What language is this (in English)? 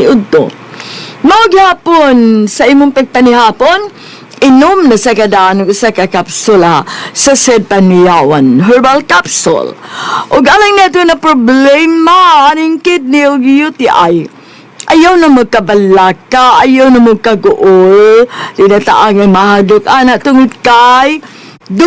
Cebuano